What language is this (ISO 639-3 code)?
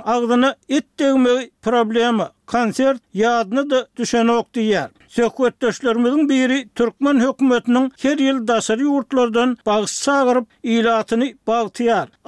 tuk